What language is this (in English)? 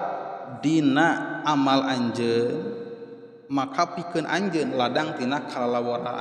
Sundanese